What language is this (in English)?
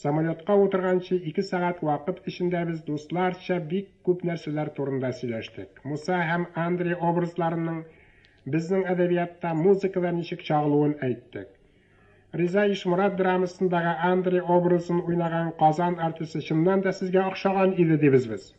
Tatar